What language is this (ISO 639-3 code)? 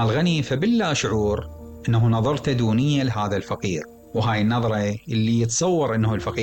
acm